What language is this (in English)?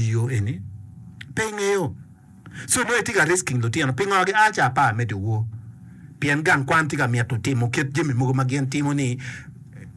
Acoli